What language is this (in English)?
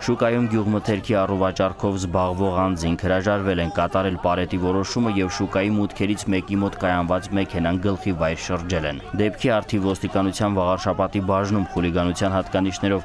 Armenian